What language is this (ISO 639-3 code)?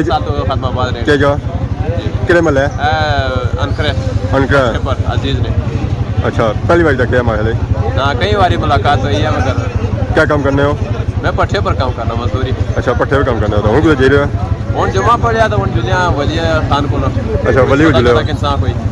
phr